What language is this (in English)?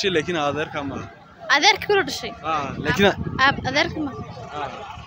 Somali